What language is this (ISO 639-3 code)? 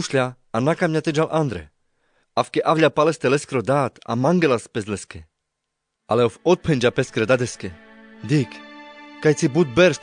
rmc